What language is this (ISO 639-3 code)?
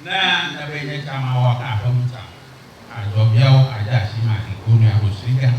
ewe